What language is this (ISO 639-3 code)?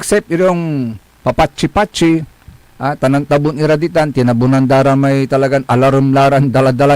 pag